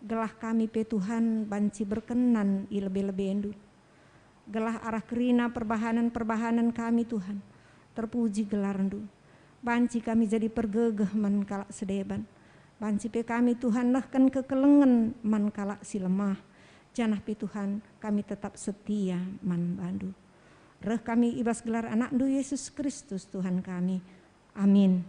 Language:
Batak Karo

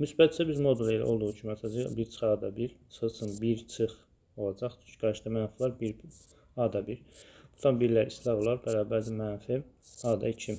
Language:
Azerbaijani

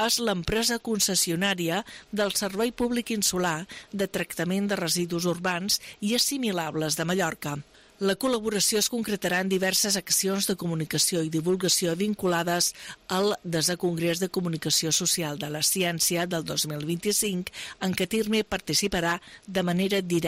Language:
Catalan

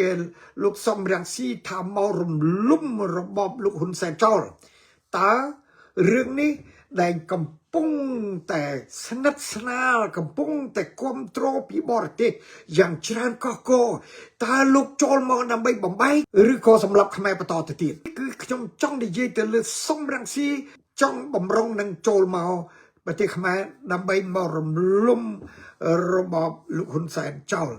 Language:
Khmer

